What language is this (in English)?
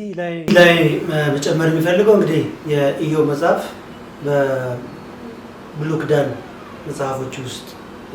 Amharic